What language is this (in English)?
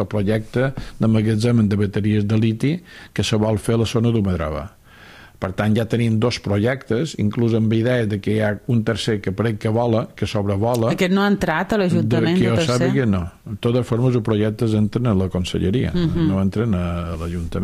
Catalan